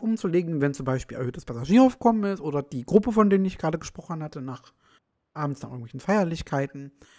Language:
German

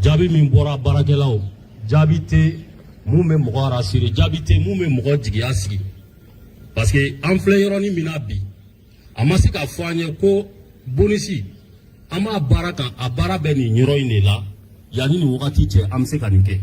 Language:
Bambara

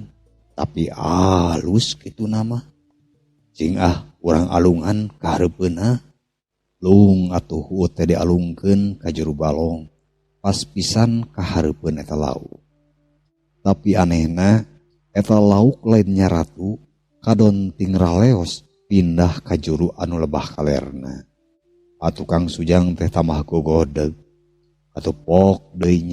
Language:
Sundanese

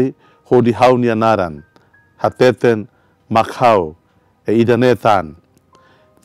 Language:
Tetum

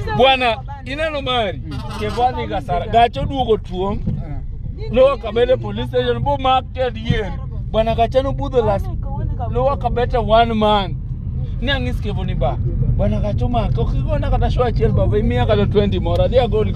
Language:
Luo (Kenya and Tanzania)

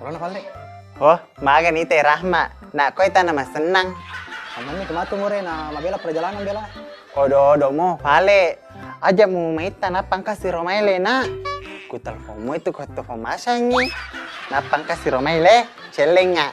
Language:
Buginese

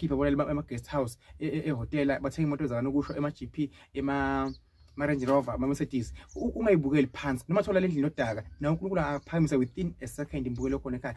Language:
Zulu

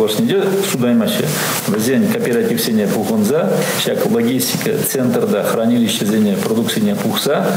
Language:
Chuvash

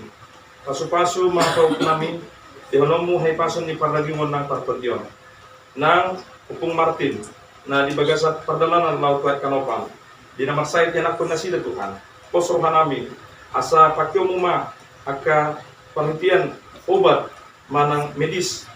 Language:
Batak Toba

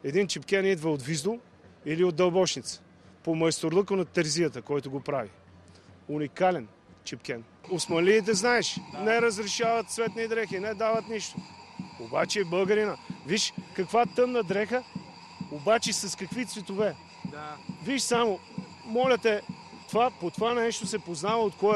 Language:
Bulgarian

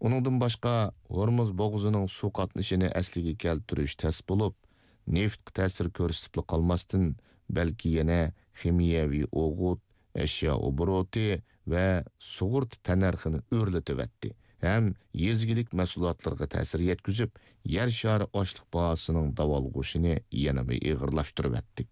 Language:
Uyghur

